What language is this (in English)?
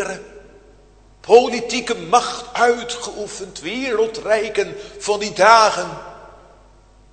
Dutch